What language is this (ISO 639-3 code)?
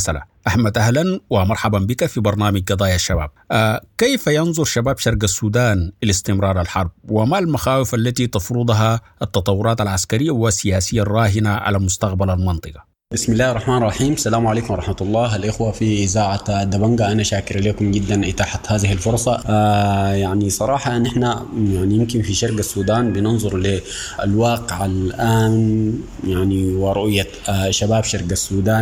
apd